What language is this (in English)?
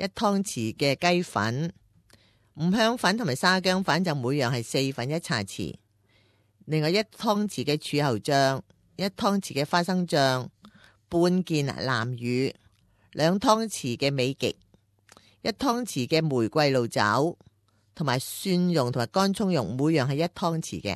Cantonese